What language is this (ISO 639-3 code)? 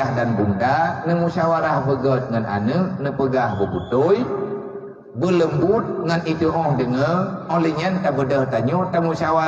ace